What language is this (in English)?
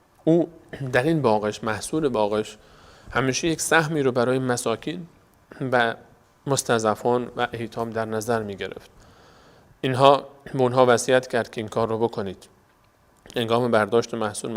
Persian